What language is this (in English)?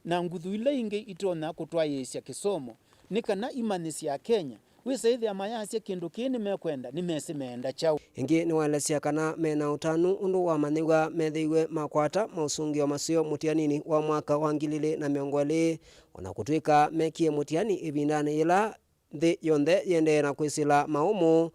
Kamba